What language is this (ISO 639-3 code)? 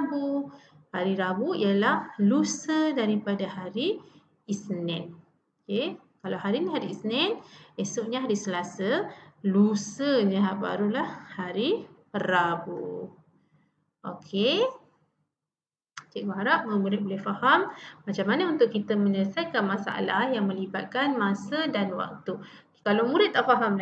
msa